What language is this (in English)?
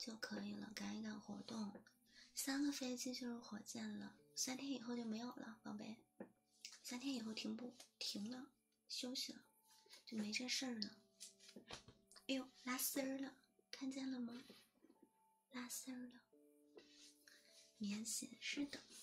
Chinese